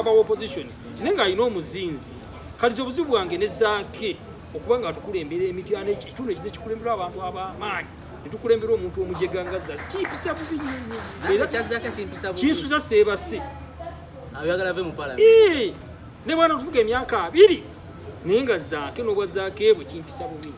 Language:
Ganda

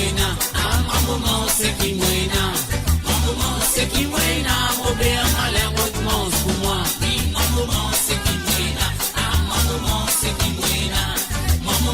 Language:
Morisyen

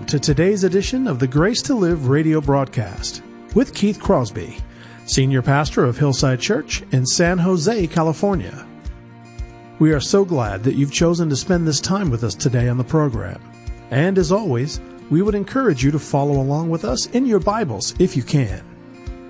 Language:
English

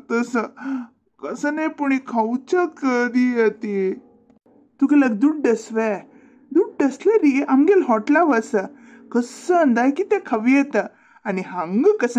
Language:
Konkani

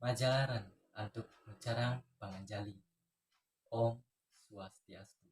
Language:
Balinese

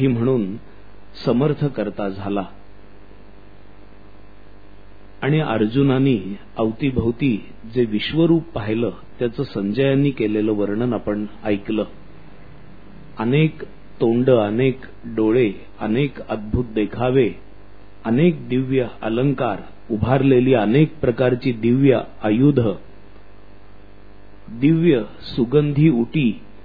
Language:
Marathi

